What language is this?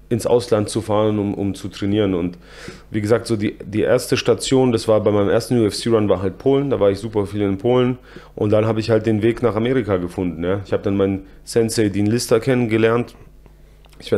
German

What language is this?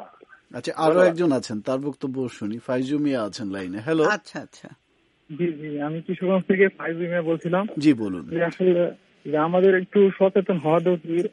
Bangla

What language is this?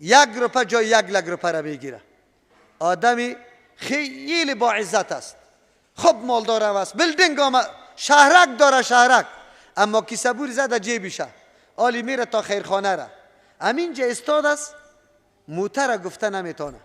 Persian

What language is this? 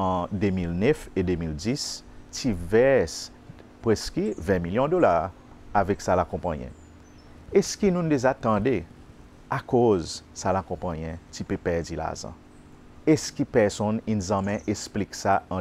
Seselwa Creole French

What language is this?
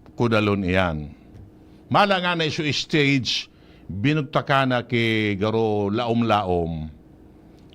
Bikol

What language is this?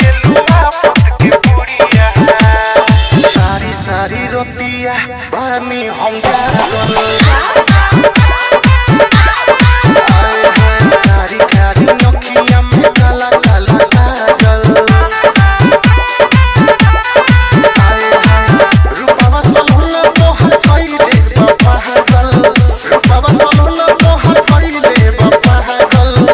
Bhojpuri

